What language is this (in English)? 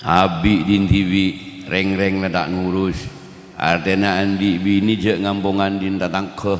Madurese